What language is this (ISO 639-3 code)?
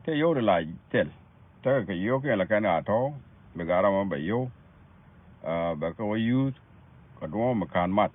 nus